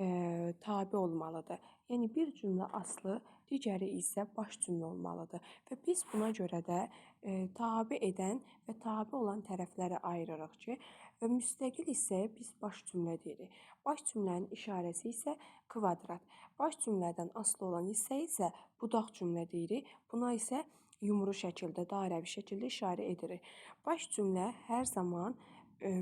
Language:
Azerbaijani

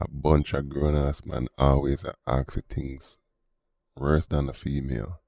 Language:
Jamaican Creole English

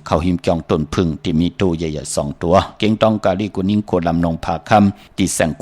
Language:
Shan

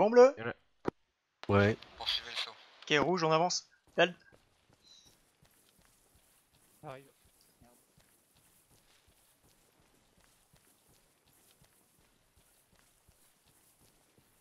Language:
French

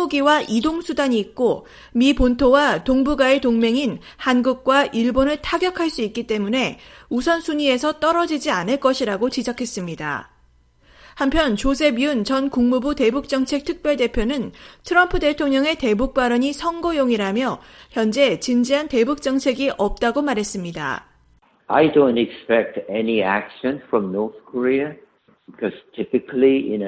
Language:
Korean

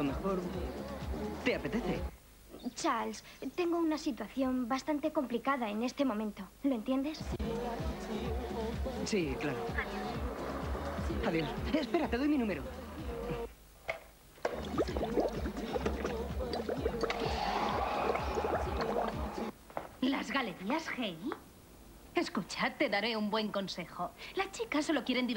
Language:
Spanish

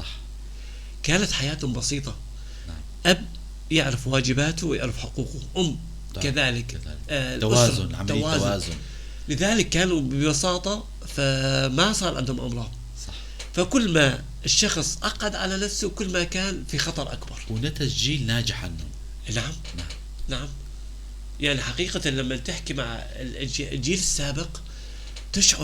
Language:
North Levantine Arabic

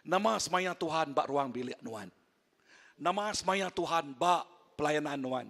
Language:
Iban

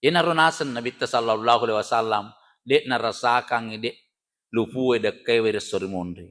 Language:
Buginese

